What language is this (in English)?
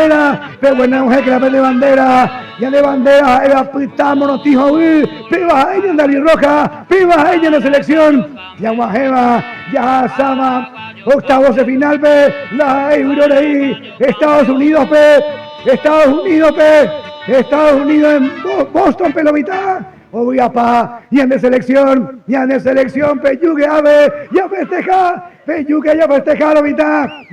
Guarani